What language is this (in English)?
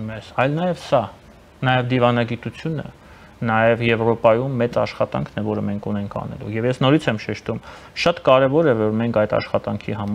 Armenian